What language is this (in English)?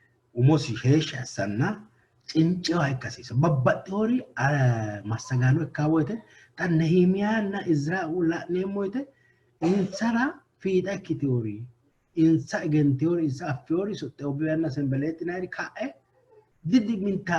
Sidamo